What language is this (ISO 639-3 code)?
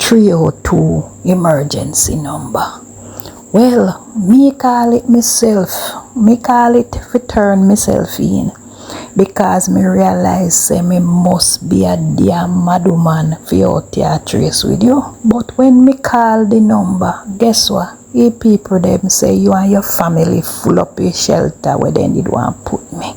jam